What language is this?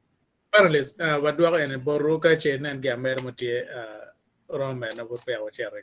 Acoli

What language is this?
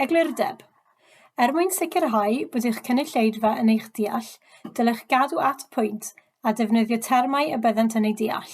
Welsh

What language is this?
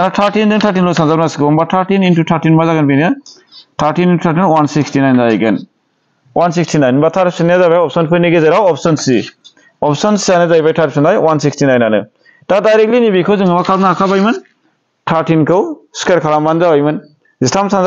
Bodo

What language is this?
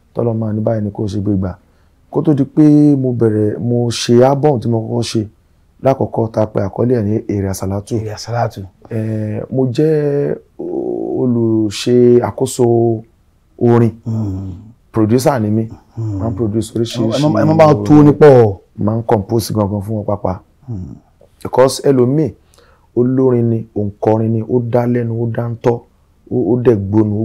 Yoruba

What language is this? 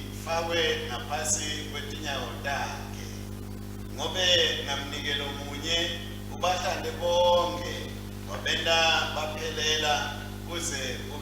Swati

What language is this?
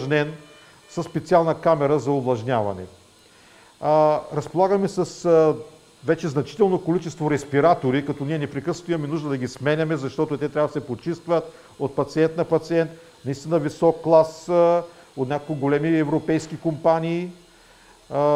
Bulgarian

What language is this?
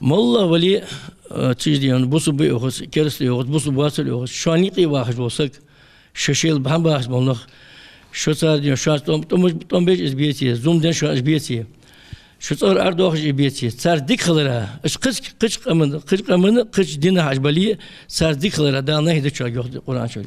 Ingush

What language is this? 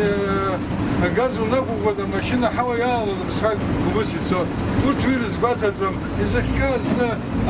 Abkhazian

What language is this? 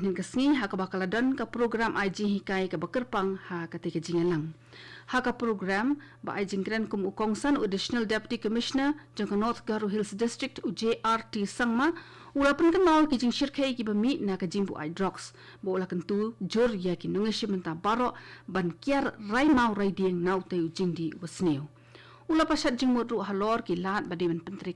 Khasi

